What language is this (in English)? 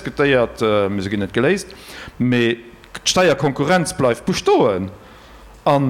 Luxembourgish